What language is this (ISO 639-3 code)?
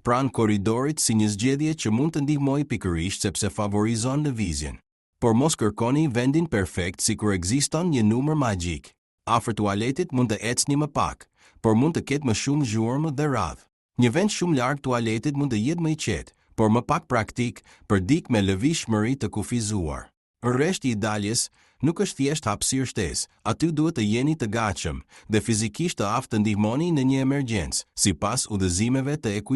sqi